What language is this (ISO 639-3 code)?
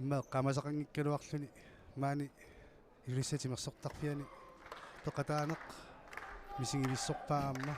kal